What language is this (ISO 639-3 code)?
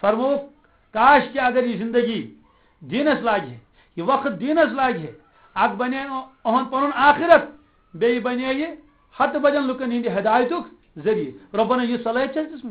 kas